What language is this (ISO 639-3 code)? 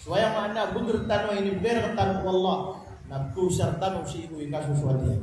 mrw